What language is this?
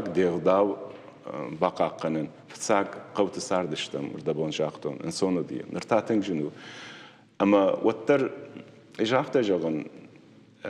Ossetic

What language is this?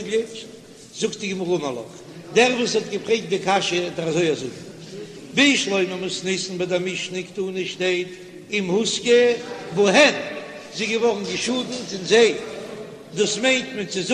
Yiddish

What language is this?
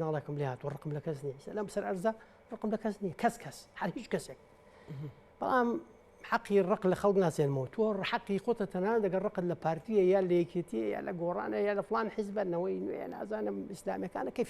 Central Kurdish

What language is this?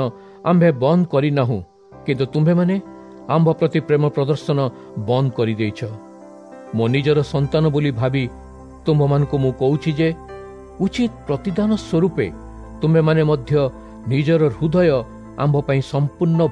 Odia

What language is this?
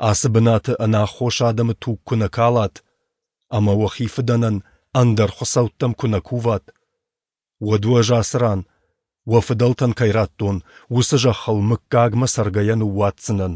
Ossetic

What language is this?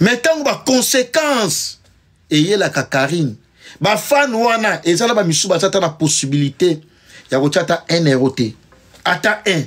Lingala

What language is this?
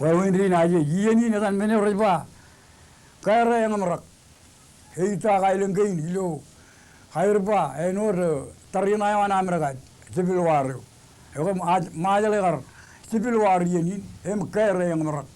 Marshallese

